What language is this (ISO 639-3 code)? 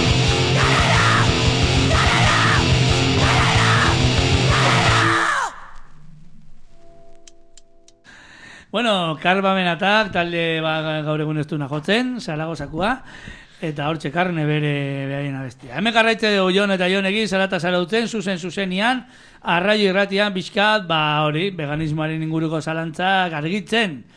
eus